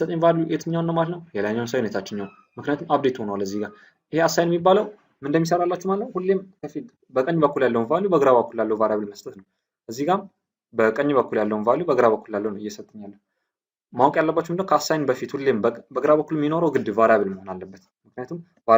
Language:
Amharic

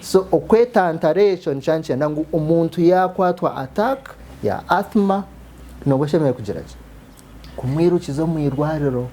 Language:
Nyankole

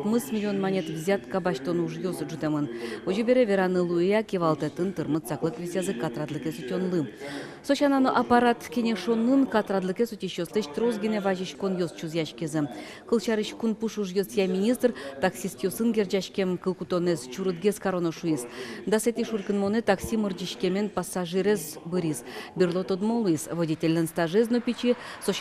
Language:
Udmurt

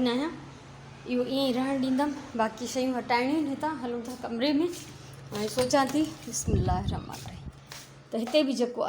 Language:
Sindhi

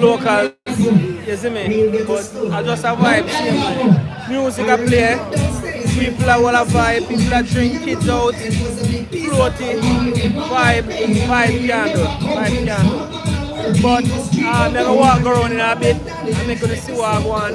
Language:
Jamaican Creole English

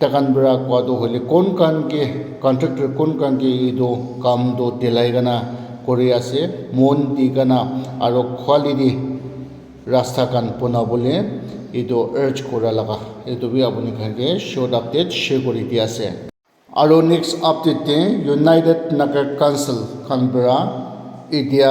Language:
Naga Pidgin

